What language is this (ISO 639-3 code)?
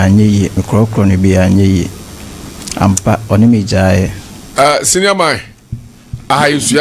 aka